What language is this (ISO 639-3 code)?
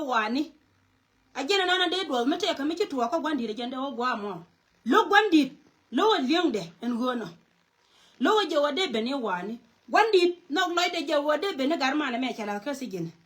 nus